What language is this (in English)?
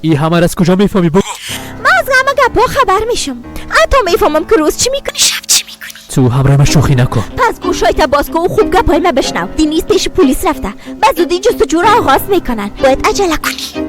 Persian